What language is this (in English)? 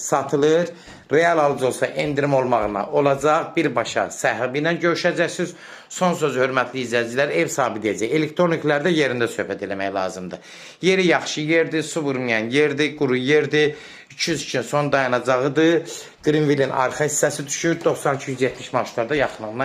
Azerbaijani